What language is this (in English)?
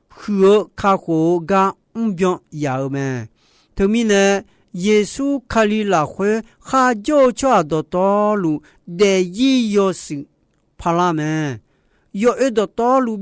Akha